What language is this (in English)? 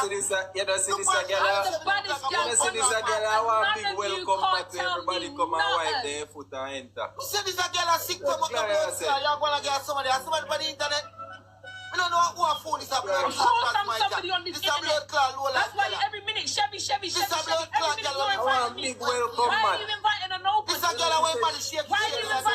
Jamaican Creole English